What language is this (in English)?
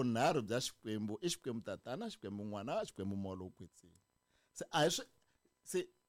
Tsonga